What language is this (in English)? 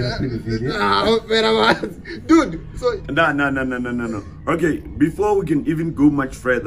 Venda